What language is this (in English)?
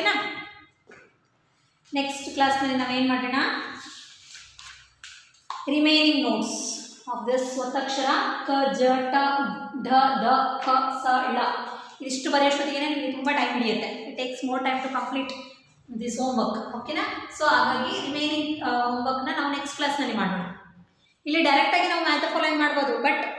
Kannada